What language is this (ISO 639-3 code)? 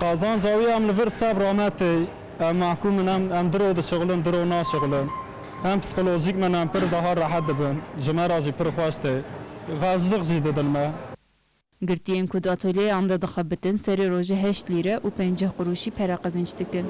kur